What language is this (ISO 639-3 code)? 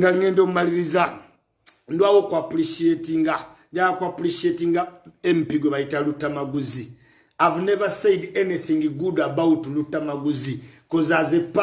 lug